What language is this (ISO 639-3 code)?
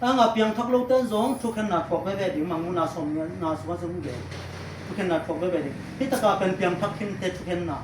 ctd